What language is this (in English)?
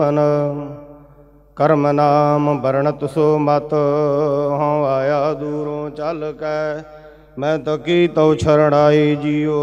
Punjabi